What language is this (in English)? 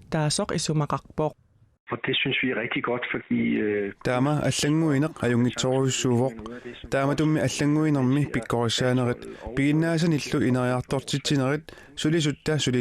Kalaallisut